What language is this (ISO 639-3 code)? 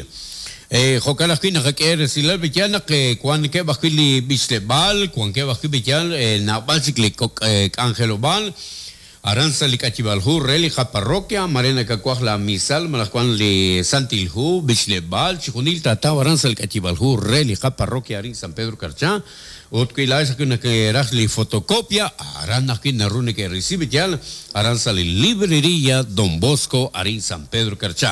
kek